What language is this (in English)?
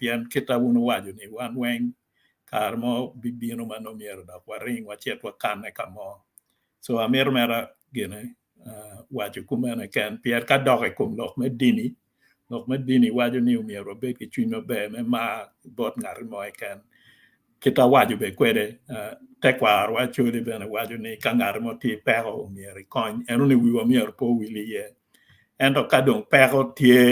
Acoli